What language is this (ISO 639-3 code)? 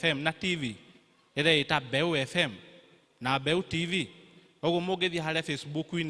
kik